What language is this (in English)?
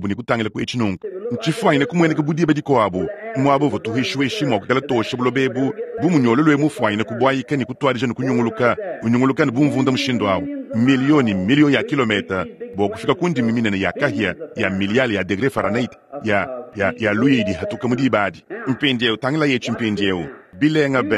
Luba-Lulua